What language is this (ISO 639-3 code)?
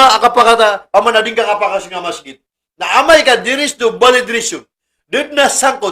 mrw